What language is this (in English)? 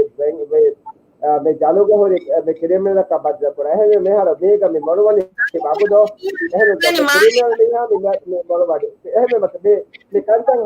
Divehi